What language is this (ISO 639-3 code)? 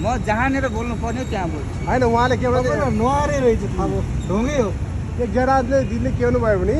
nep